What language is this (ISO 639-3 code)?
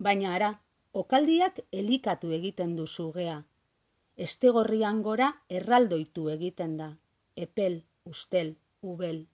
eus